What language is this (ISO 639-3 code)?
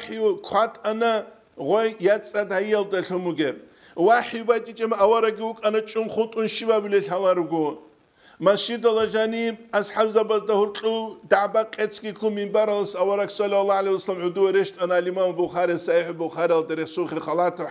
ava